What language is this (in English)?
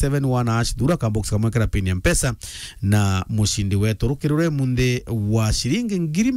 Meru